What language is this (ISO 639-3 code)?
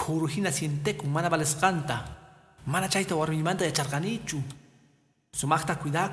que